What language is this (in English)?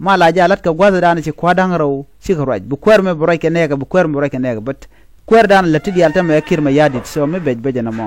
Nuer